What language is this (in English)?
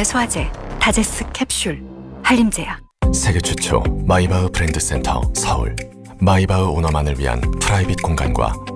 Korean